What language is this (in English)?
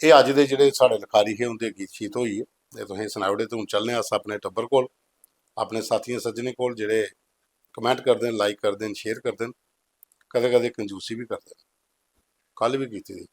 Dogri